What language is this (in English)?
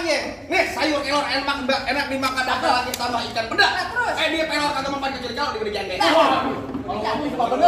Betawi